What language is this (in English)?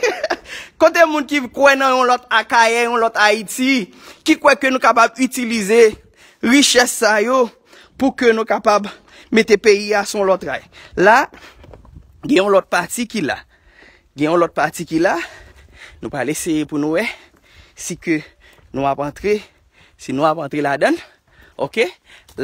Haitian Creole